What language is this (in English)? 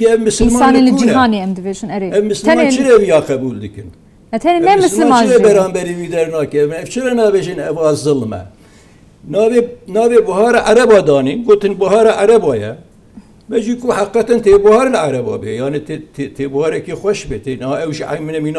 Kurdish